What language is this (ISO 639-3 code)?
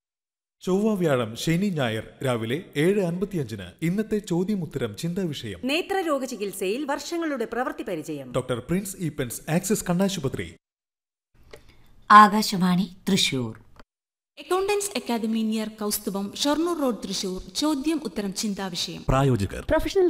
mal